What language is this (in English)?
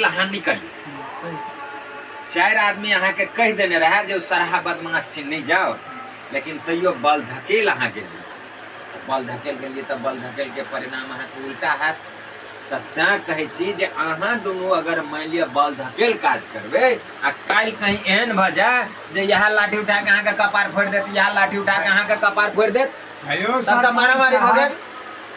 Maithili